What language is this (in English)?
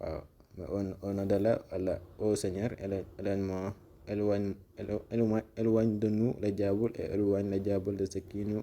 Wolof